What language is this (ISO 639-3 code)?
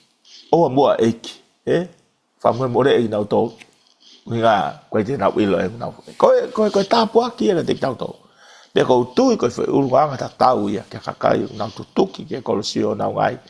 ton